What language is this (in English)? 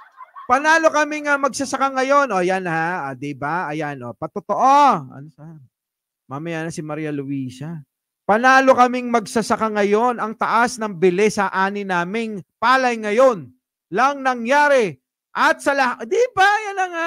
Filipino